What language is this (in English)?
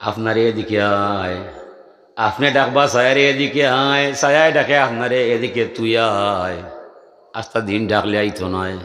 Sylheti